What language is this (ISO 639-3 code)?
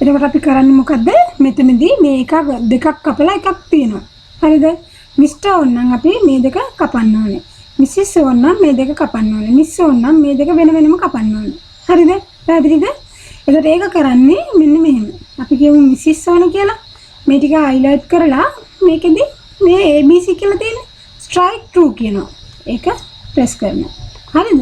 sin